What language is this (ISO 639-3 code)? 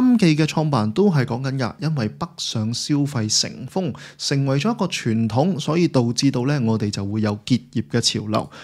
yue